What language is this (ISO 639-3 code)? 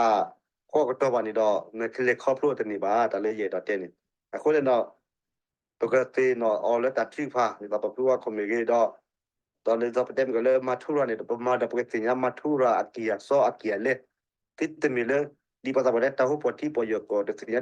ksw